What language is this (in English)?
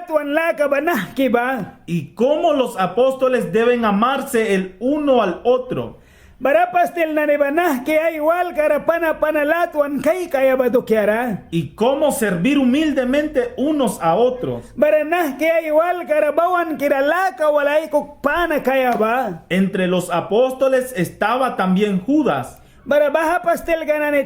Mískito